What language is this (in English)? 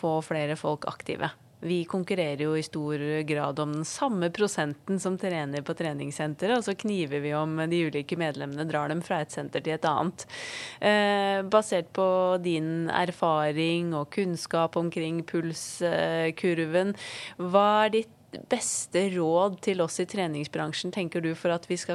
Norwegian